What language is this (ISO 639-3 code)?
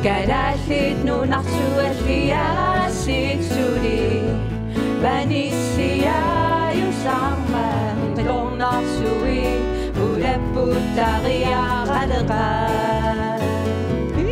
kal